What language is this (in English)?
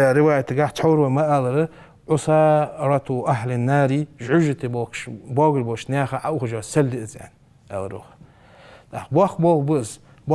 Ingush